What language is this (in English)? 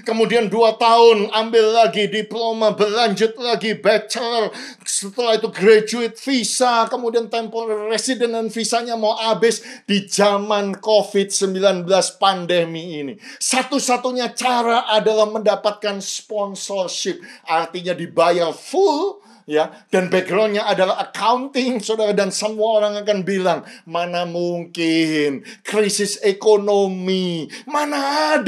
Indonesian